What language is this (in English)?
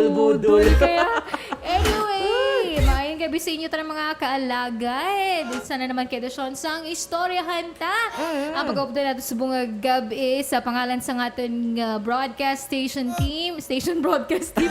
Hiligaynon